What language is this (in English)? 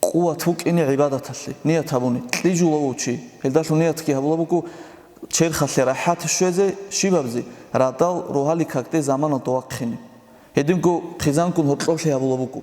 Avaric